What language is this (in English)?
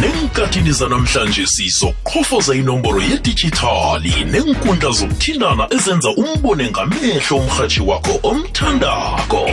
South Ndebele